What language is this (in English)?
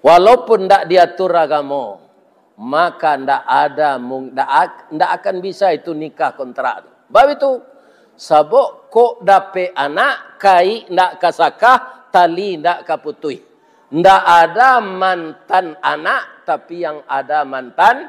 Minangkabau